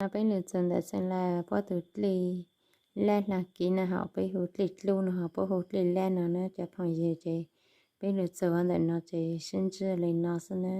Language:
Hmong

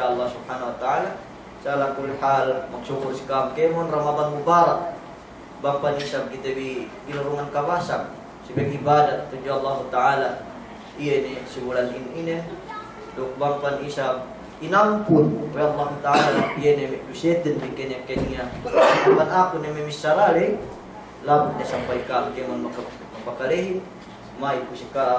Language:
Yakan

